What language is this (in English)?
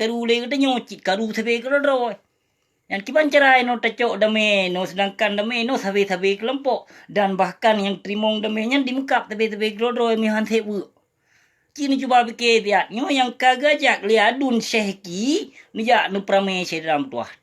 Achinese